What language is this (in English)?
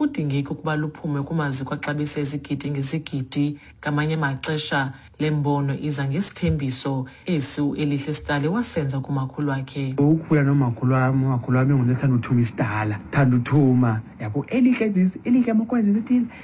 Xhosa